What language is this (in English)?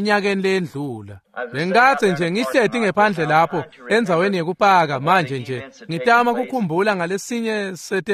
Swati